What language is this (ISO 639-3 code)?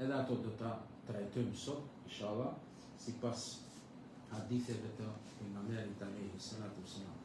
sqi